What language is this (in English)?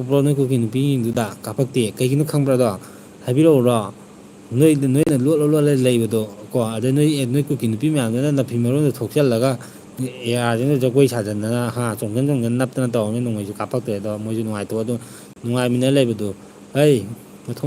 Manipuri